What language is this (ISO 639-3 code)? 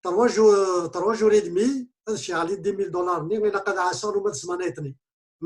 kab